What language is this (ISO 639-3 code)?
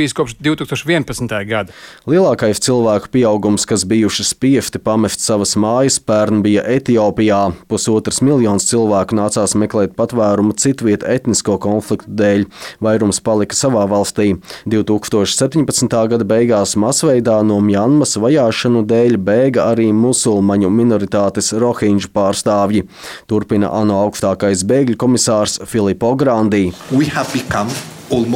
lav